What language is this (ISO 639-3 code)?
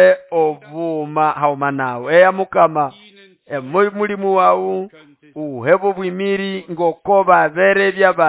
nnb